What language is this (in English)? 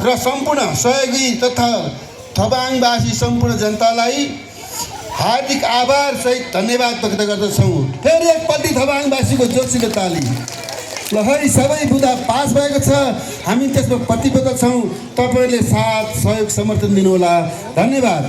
Nepali